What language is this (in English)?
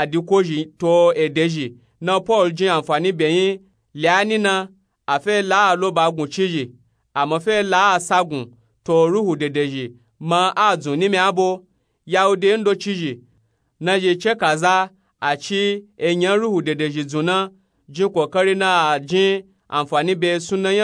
Nupe-Nupe-Tako